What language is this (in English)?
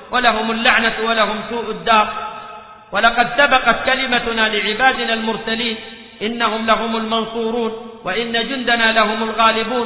Arabic